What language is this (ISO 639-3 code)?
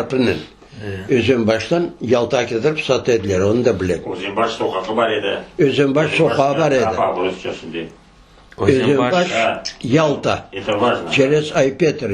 crh